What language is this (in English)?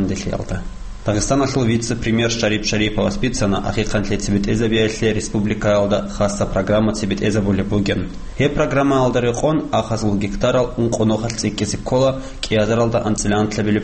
Avaric